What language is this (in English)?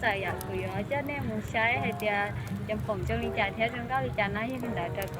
Hmong